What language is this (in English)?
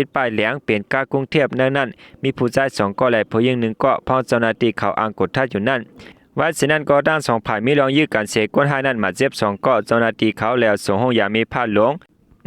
Shan